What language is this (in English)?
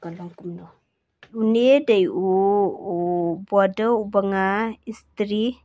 Khasi